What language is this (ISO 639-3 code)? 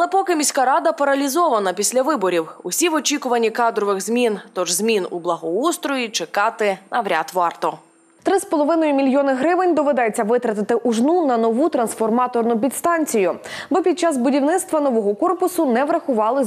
ukr